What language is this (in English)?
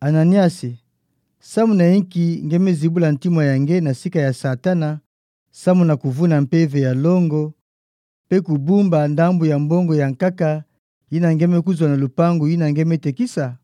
Kituba (Democratic Republic of Congo)